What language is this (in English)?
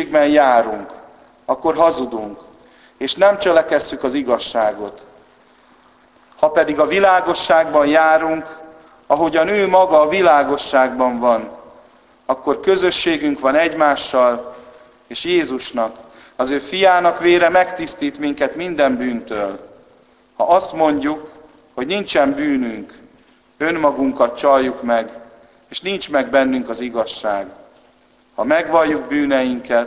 Hungarian